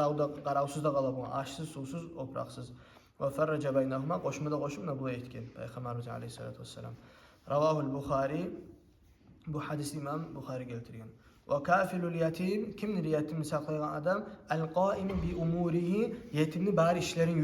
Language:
Kumyk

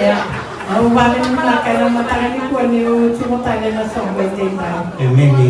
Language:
Fijian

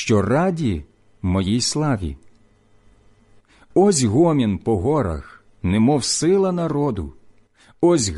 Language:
Ukrainian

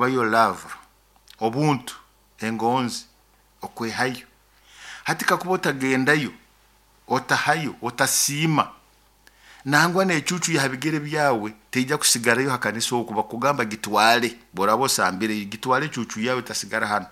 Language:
Nyoro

